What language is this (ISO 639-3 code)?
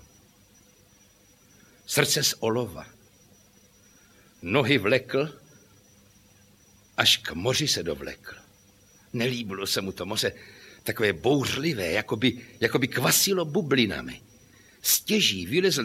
ces